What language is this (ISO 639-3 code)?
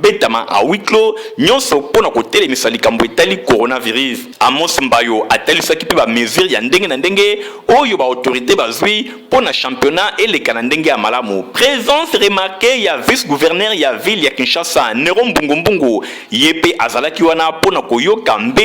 lin